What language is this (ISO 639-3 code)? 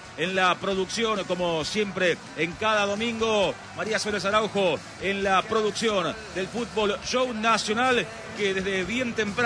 spa